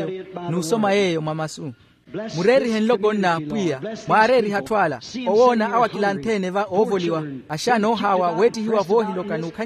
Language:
Makhuwa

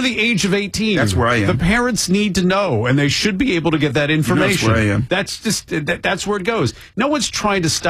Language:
English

